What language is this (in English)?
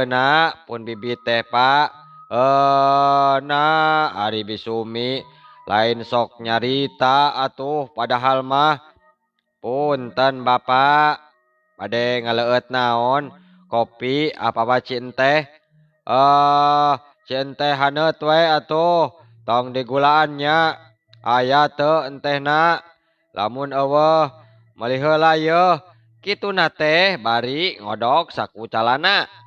Sundanese